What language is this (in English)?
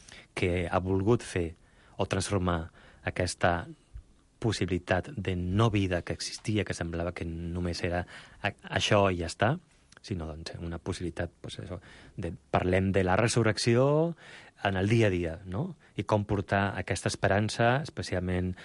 Catalan